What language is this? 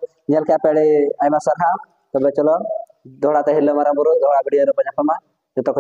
Santali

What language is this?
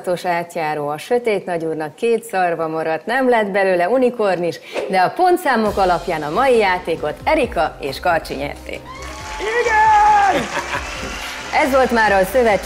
Hungarian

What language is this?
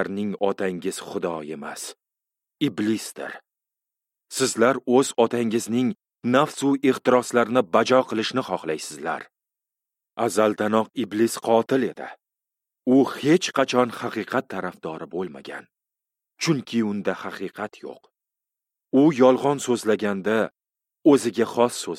Uzbek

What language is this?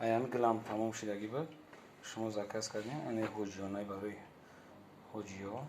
Tajik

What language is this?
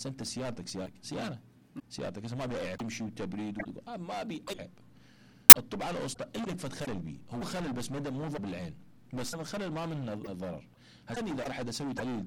Mesopotamian Arabic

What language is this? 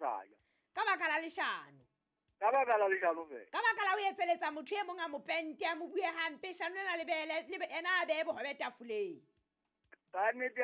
Southern Sotho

